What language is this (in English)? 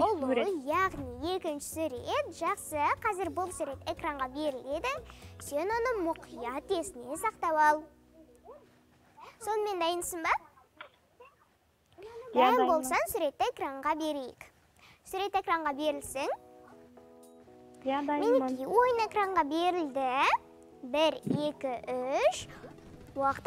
Kazakh